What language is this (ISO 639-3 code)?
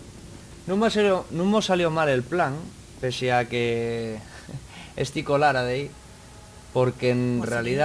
ast